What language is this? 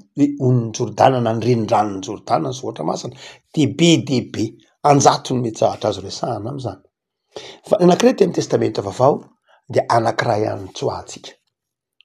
Malagasy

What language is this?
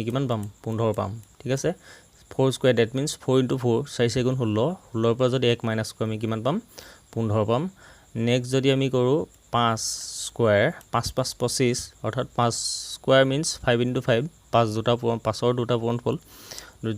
Assamese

